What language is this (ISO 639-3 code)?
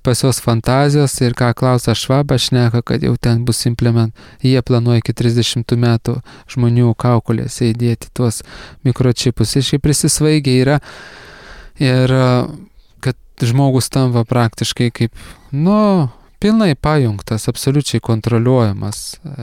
lit